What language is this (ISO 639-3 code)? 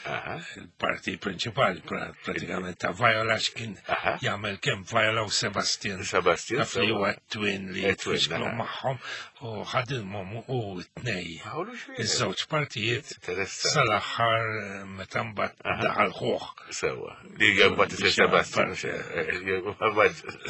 mlt